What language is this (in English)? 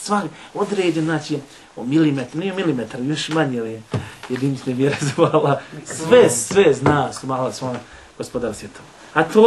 Bosnian